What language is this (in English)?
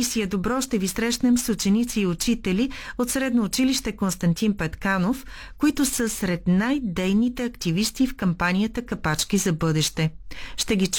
Bulgarian